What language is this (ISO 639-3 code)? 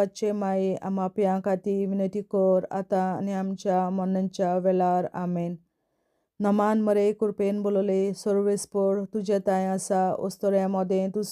kok